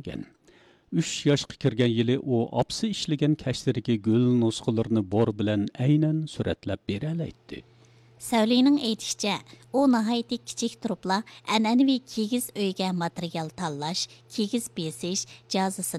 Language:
Uyghur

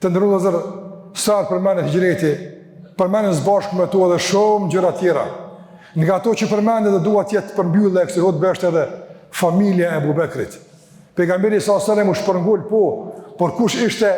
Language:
Albanian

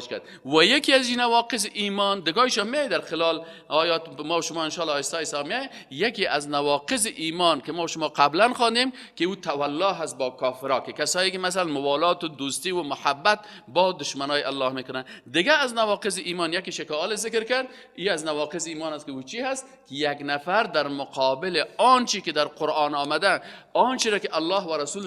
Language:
Persian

